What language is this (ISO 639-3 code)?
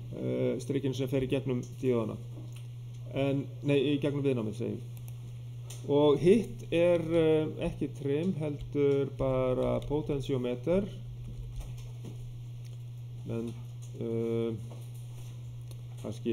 isl